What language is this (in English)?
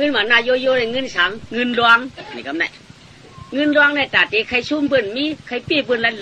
Shan